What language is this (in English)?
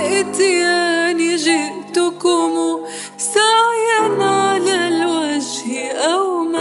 Arabic